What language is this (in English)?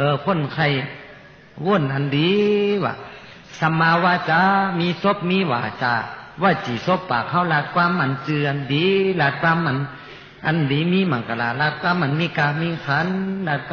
Shan